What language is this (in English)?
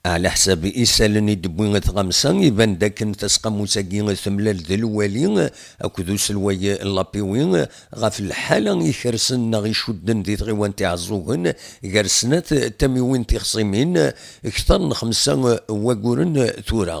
Kabyle